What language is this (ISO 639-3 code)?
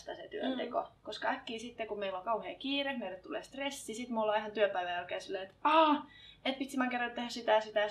fin